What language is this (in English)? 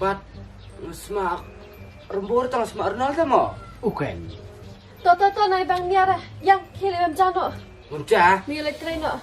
Khasi